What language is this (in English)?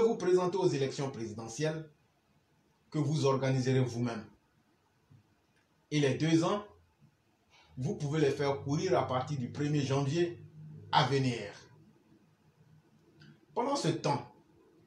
French